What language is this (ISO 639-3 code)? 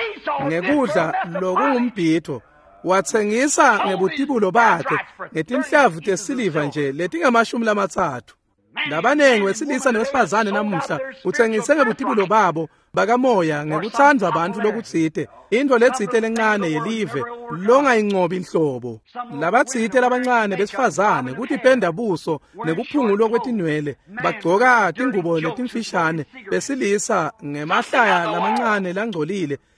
ssw